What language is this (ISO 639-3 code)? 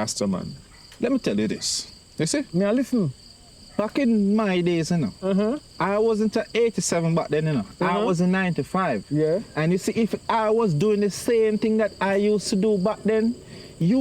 jam